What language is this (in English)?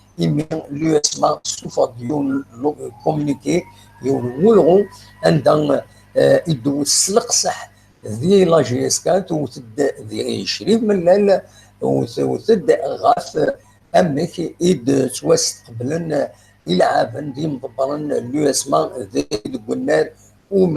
Kabyle